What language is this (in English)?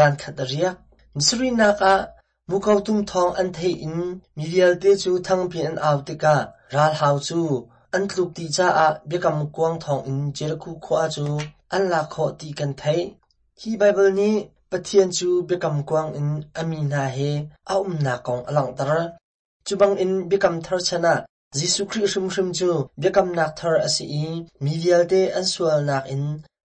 Hakha Chin